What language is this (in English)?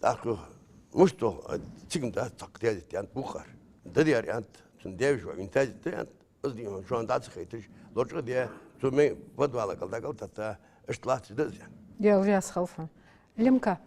Ingush